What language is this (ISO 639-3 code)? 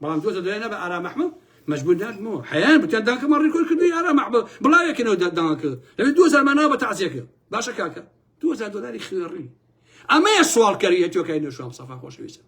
ckb